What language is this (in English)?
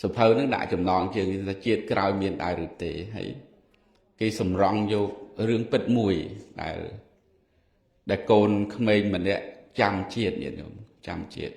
Khmer